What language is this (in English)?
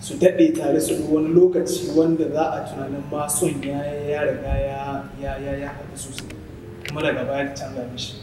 Hausa